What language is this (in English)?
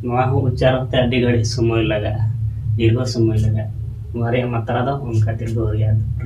Santali